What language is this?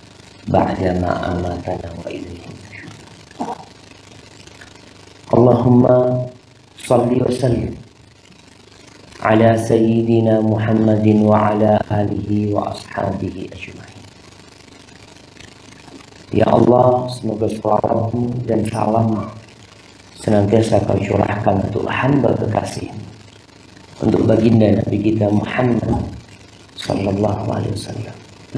Indonesian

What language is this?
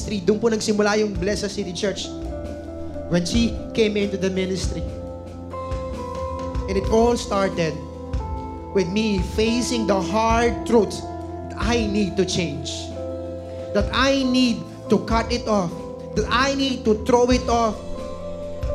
Filipino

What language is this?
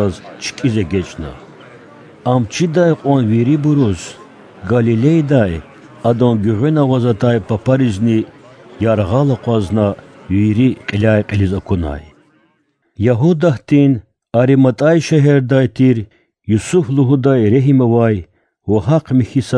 Lezghian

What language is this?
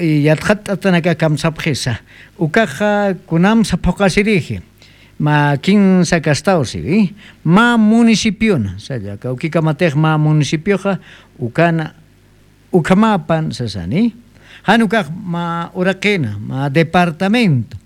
Aymara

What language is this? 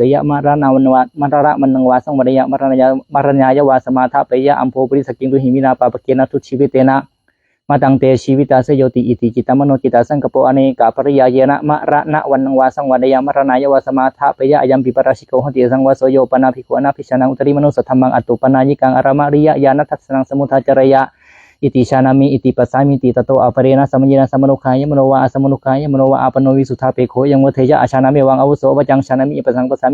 Pali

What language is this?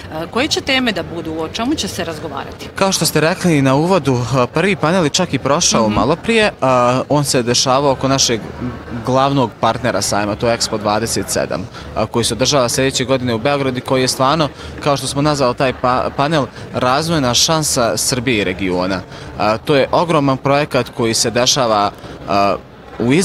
Bosnian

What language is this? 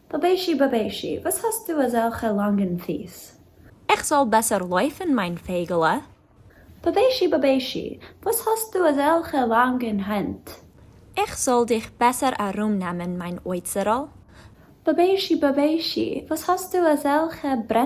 Yiddish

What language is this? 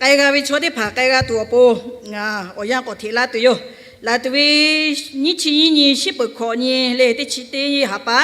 Lahu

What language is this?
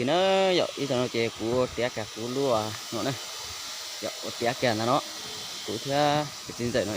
Hmong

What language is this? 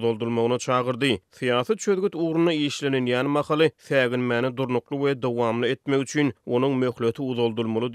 Turkmen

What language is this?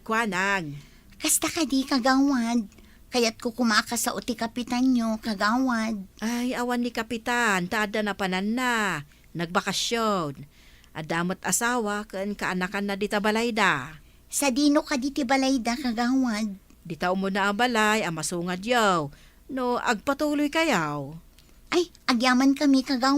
Iloko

